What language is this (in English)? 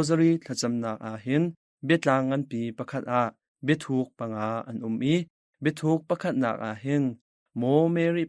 Hakha Chin